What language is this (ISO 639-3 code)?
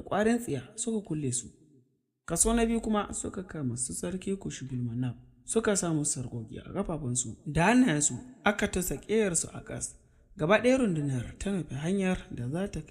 hau